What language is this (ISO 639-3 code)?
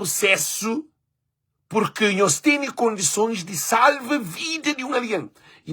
kea